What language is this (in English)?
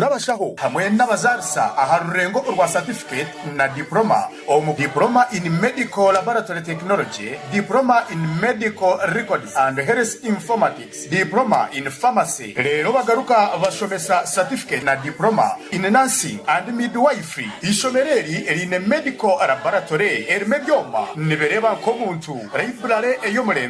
Nyankole